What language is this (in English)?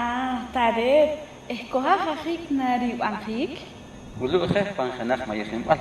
Poqomchi'